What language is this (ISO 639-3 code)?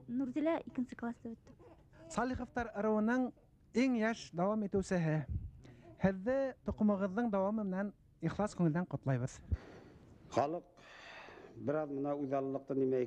bak